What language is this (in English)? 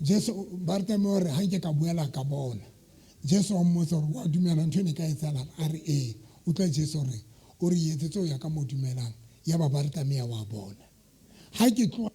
Southern Sotho